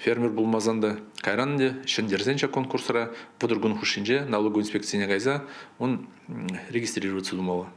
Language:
Chuvash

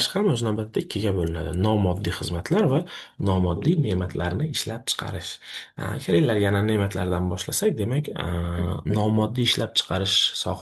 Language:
Uzbek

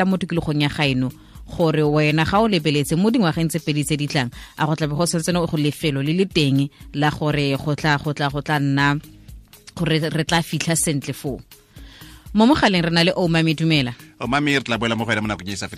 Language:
Tswana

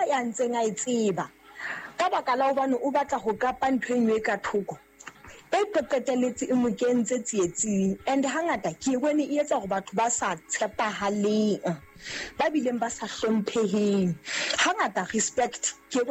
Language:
Southern Sotho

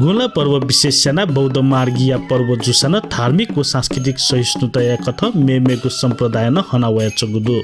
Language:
Newari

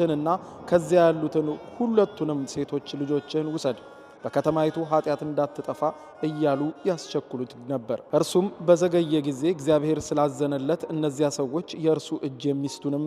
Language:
Amharic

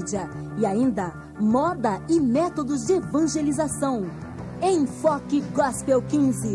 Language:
Portuguese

